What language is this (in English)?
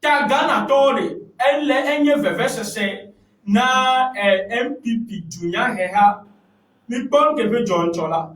Ewe